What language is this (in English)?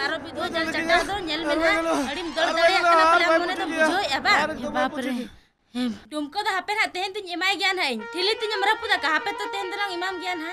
Santali